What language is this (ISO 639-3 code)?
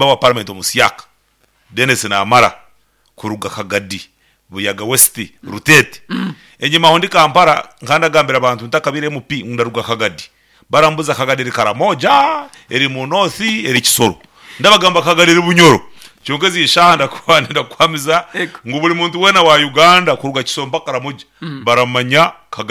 nyn